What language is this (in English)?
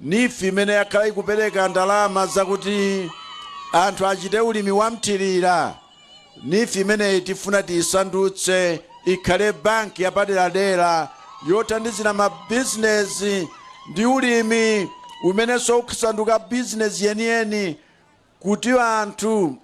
Nyanja